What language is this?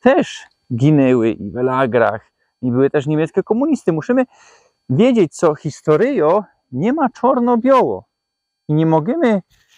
Silesian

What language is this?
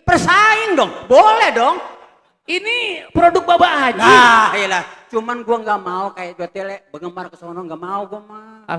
Betawi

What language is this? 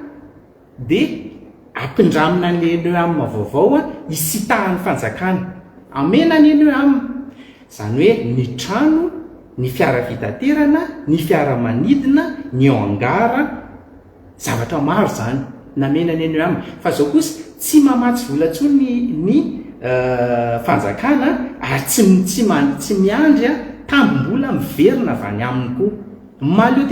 Malagasy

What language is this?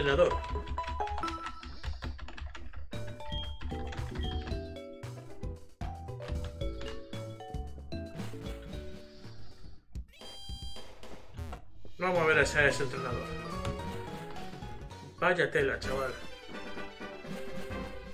Spanish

